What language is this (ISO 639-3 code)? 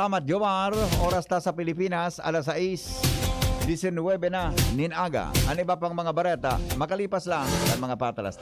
bik